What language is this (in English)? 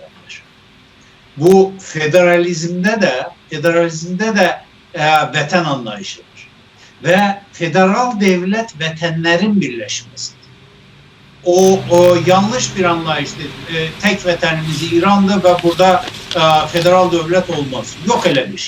South Azerbaijani